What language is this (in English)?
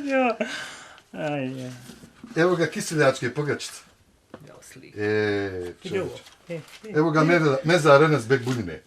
Bosnian